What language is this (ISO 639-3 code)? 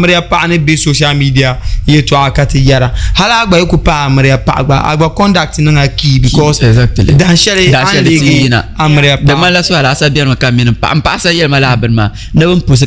dag